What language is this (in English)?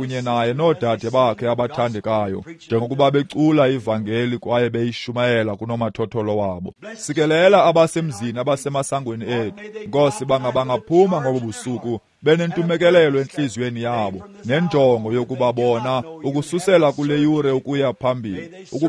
Xhosa